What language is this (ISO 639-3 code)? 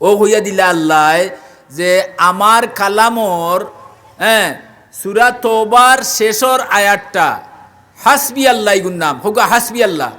syl